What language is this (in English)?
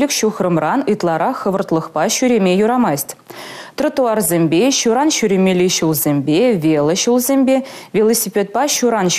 Chuvash